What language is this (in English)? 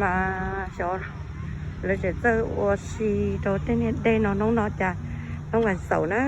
Hmong